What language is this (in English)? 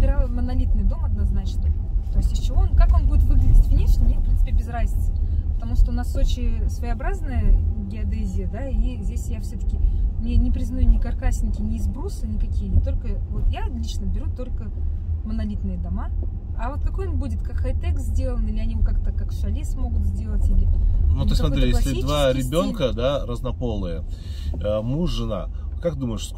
Russian